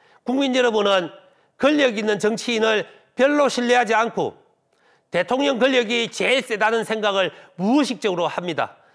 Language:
Korean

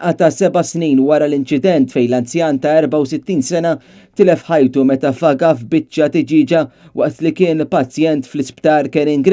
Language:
Maltese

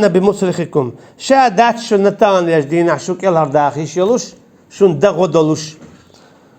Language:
Chechen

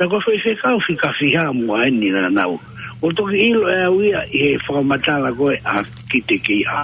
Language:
Tongan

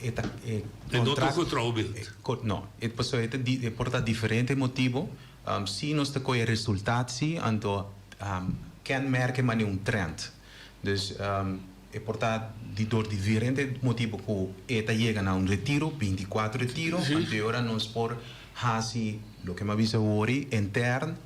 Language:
Papiamento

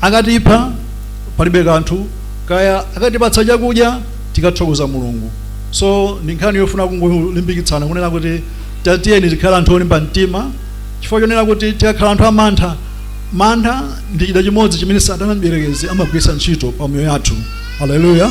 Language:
Nyanja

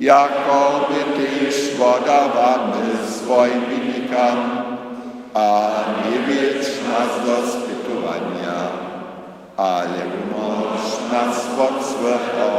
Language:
Upper Sorbian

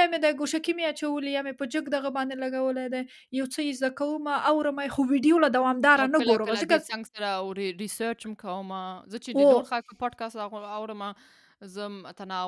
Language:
Pashto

